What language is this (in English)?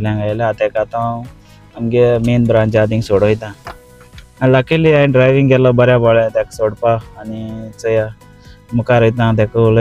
Konkani